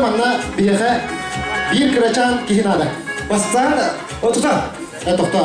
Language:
Yakut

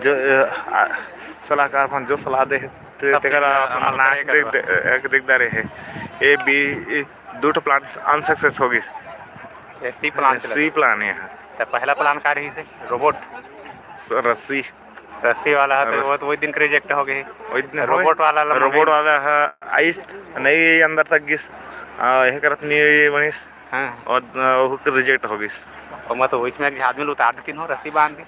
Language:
Chhattisgarhi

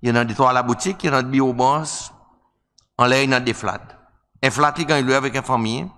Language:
Seselwa Creole French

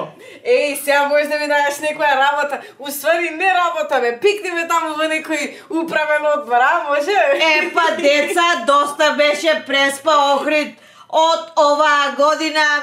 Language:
Macedonian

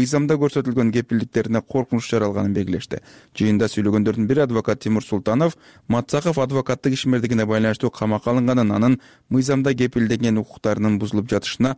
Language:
Kyrgyz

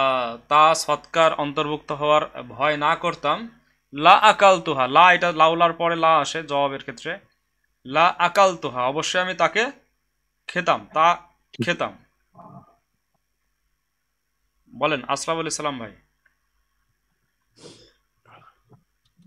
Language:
Bangla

